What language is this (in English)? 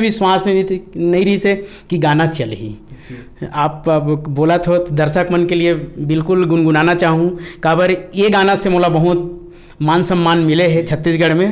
Chhattisgarhi